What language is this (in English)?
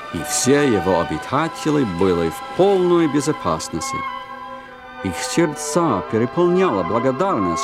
Russian